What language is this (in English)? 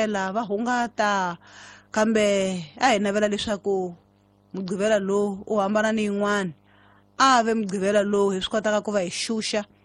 Tsonga